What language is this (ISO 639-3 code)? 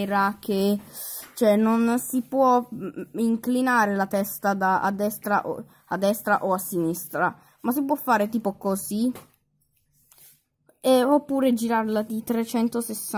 ita